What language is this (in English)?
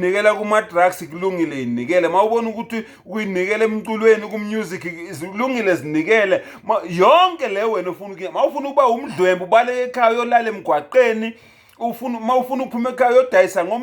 Zulu